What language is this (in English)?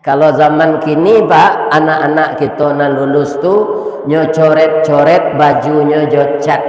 Minangkabau